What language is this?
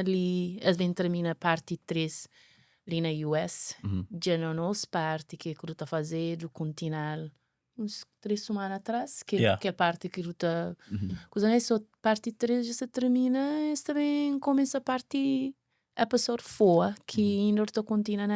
Kabuverdianu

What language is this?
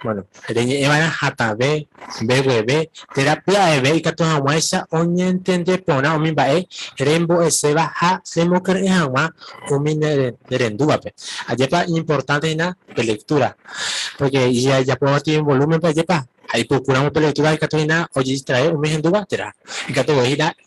Guarani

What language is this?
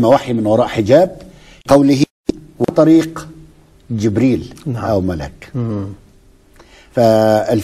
Egyptian Arabic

